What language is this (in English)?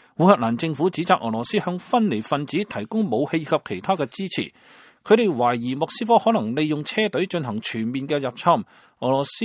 Cantonese